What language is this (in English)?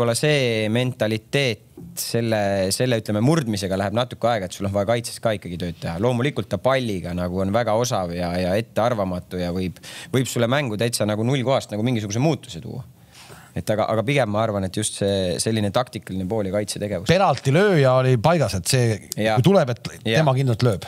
Estonian